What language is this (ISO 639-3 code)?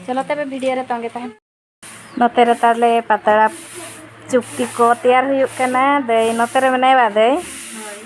sat